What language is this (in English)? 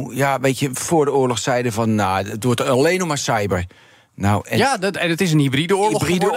Dutch